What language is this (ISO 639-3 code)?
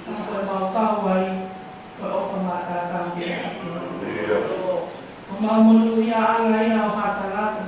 ton